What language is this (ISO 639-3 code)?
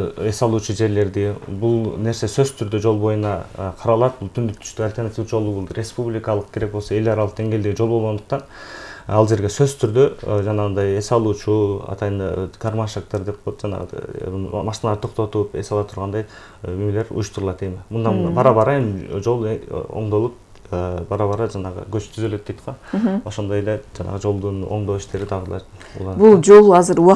kir